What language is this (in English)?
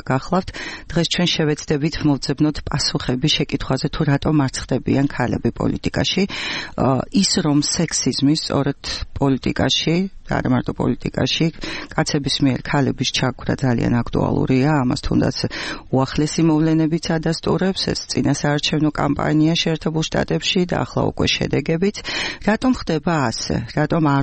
Georgian